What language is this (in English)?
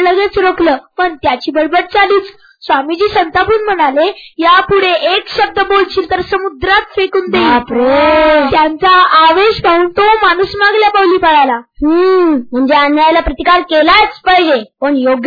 Marathi